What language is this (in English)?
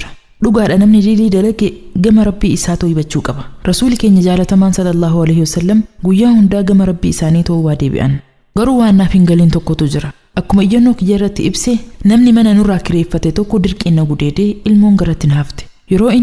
Oromo